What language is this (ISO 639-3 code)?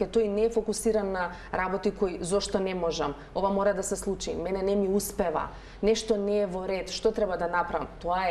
mkd